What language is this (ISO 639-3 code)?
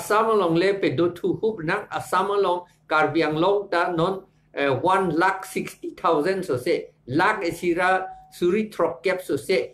mjw